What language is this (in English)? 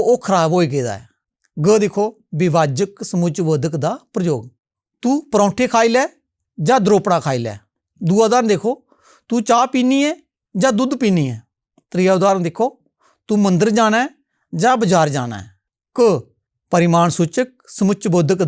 Dogri